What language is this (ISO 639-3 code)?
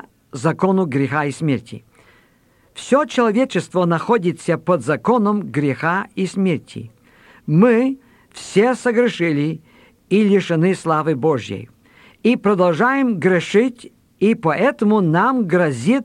rus